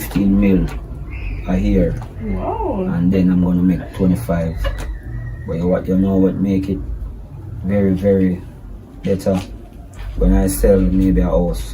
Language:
Jamaican Creole English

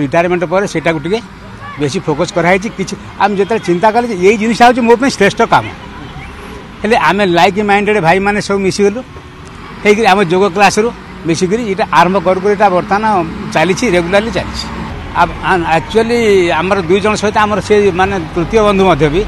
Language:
Odia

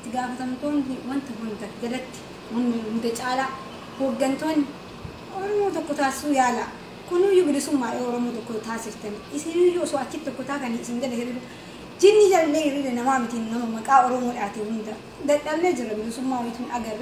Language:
Oromo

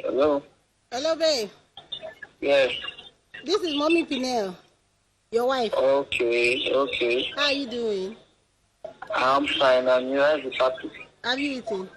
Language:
Nigerian Pidgin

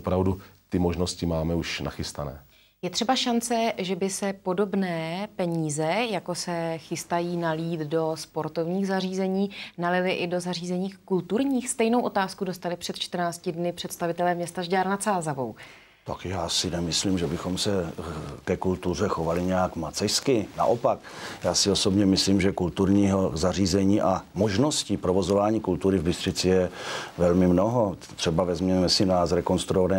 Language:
Czech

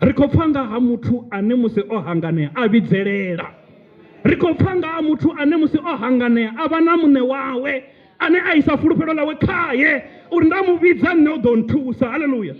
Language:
Venda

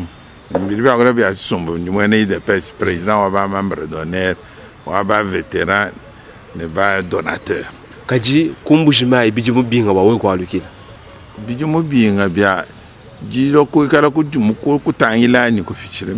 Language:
Luba-Lulua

